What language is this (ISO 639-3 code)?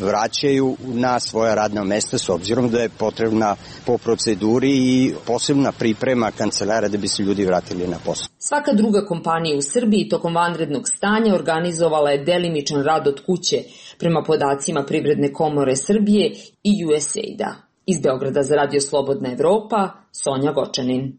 srp